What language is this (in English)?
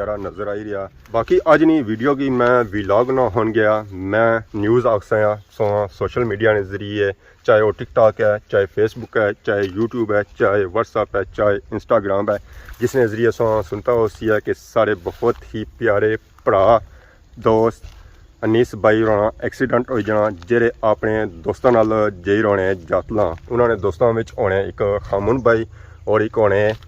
Pahari-Potwari